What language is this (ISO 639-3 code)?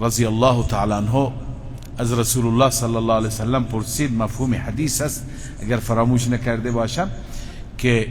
fas